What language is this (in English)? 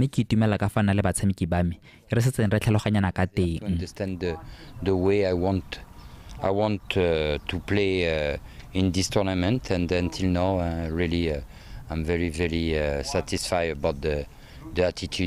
Tswana